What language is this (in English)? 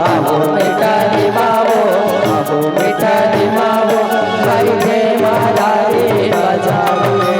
Chhattisgarhi